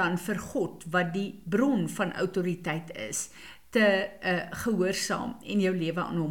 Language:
Afrikaans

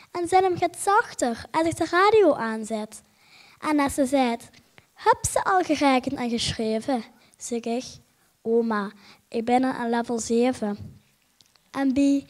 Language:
Limburgish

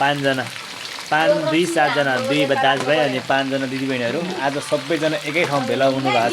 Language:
Nepali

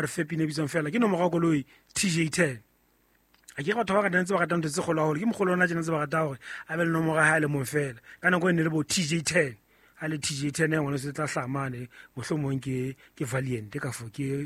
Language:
Southern Sotho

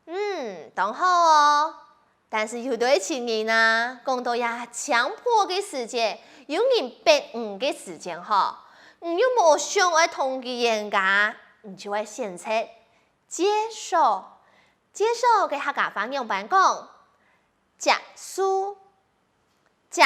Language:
Hakka Chinese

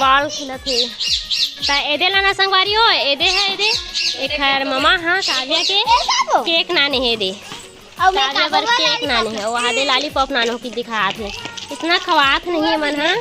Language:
Chhattisgarhi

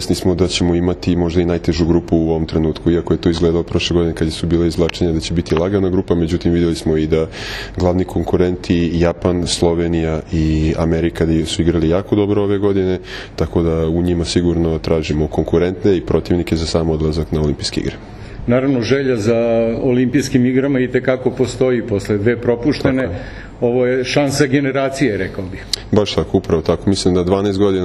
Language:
Serbian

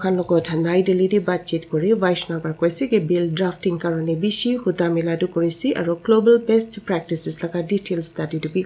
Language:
Naga Pidgin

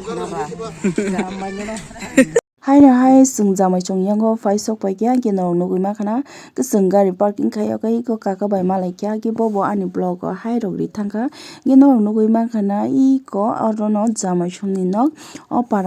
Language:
Kok Borok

